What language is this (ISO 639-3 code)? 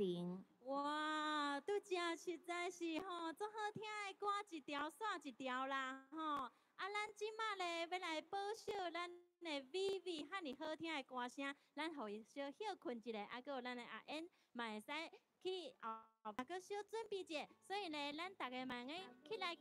nan